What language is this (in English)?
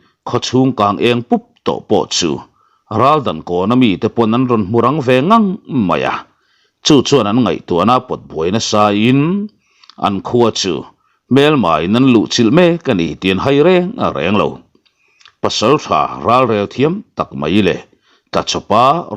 Mizo